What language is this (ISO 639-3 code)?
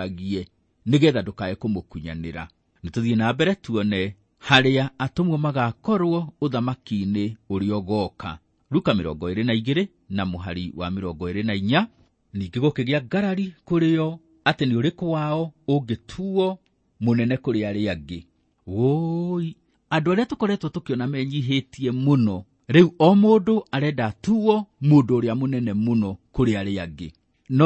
kik